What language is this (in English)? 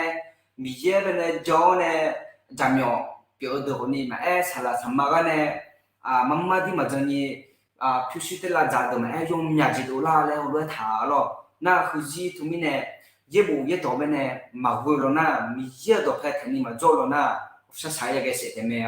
Akha